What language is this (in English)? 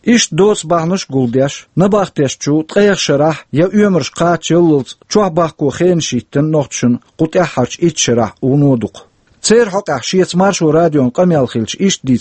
Chechen